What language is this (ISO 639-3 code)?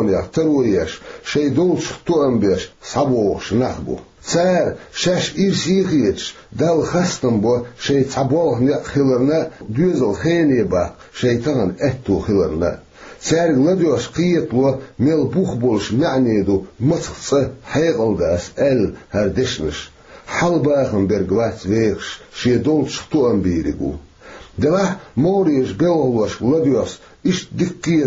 che